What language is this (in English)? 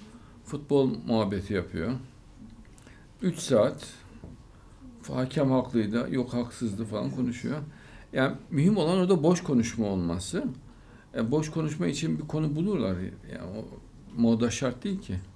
Turkish